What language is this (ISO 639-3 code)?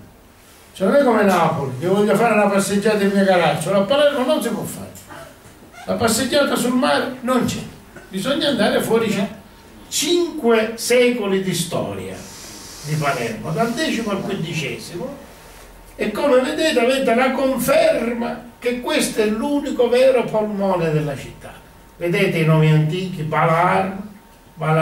ita